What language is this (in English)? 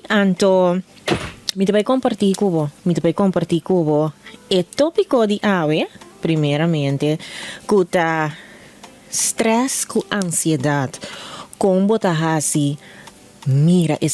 Papiamento